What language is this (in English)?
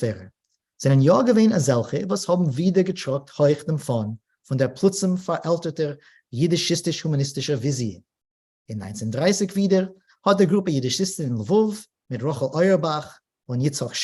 Yiddish